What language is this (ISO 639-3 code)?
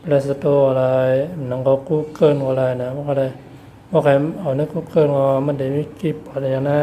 shn